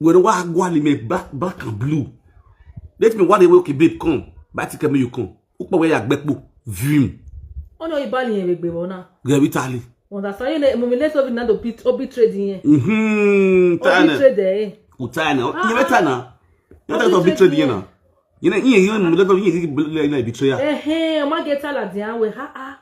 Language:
Nigerian Pidgin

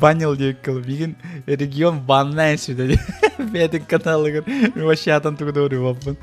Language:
Yakut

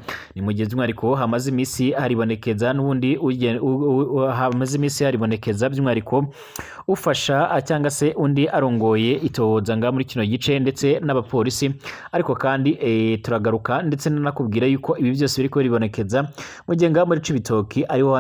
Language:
Rundi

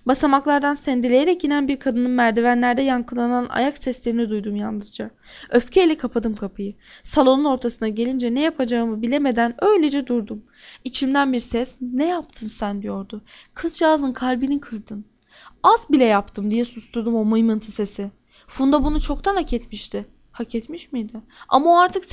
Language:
Turkish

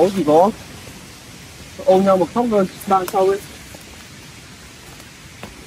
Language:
Vietnamese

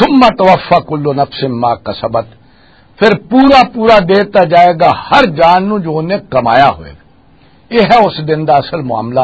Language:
Western Panjabi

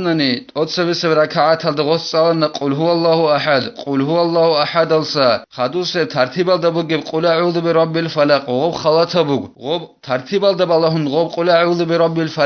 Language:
Avaric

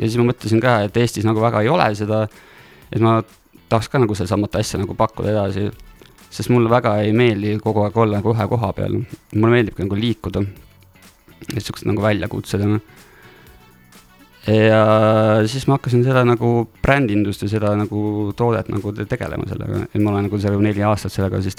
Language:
Estonian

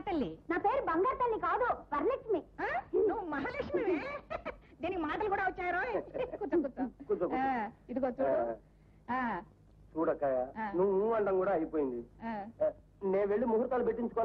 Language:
Telugu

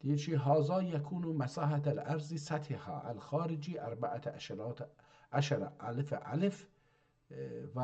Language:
South Azerbaijani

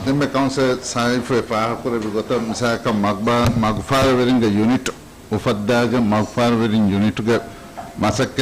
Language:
Divehi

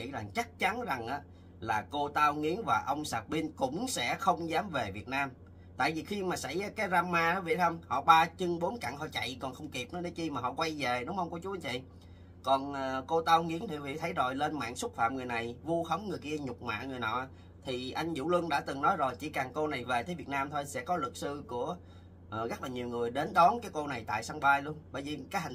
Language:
Vietnamese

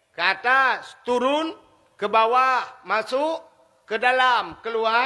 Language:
Achinese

